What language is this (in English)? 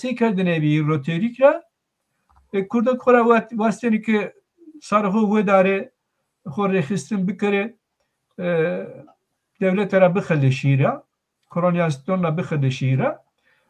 Zaza